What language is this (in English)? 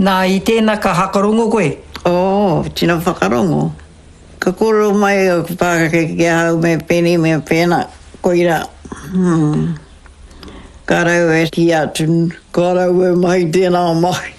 Māori